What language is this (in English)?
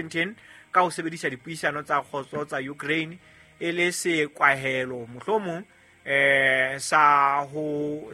Southern Sotho